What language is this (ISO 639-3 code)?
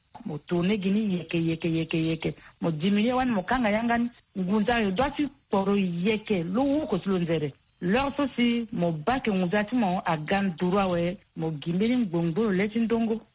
sag